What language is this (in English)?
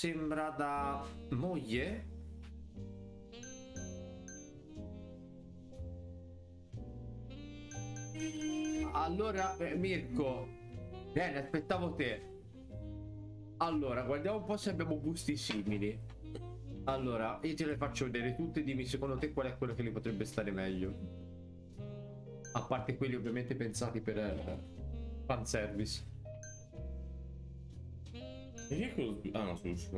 Italian